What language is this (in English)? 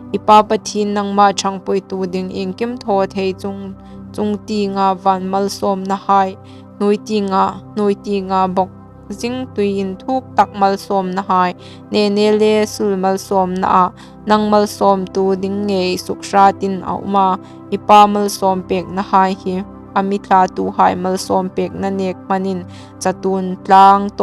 Hmar